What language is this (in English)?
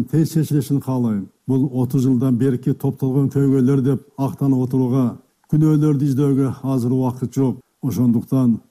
Kyrgyz